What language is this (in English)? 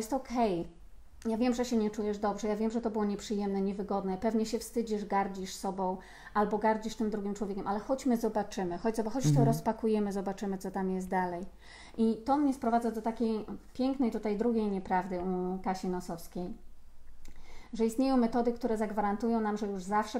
Polish